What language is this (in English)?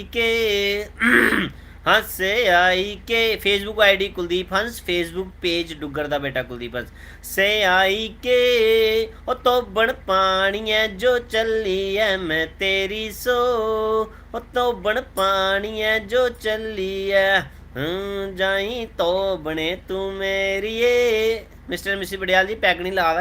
Dogri